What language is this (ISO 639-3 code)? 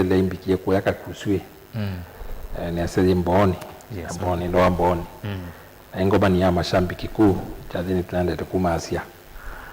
kam